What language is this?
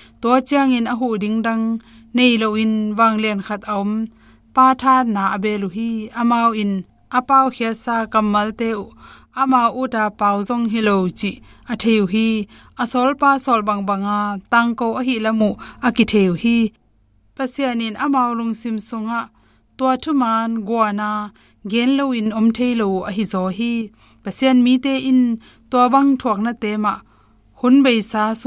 Tedim Chin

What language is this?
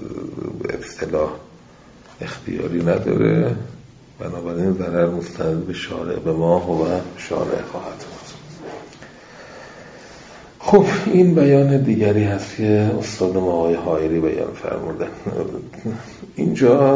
Persian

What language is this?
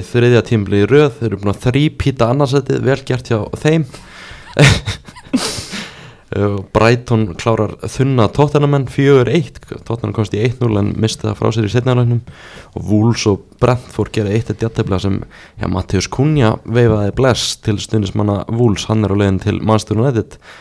Icelandic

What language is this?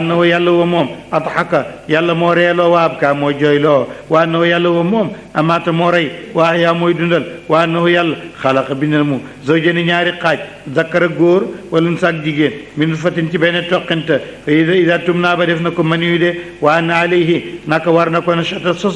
Wolof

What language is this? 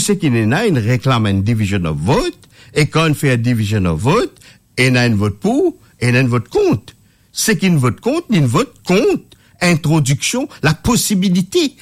Morisyen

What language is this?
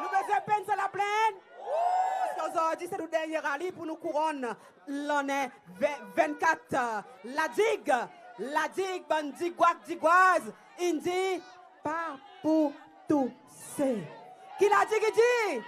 Seselwa Creole French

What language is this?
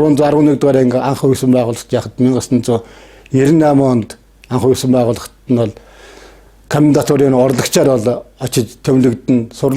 Mongolian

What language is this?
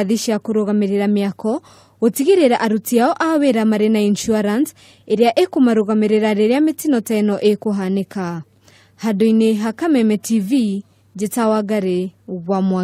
Kikuyu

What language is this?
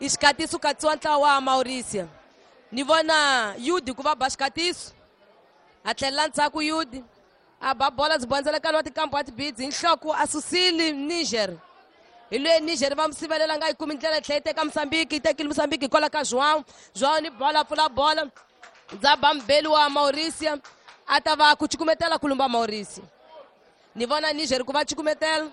Tsonga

